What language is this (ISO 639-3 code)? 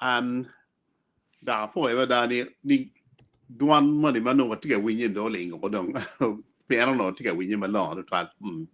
ach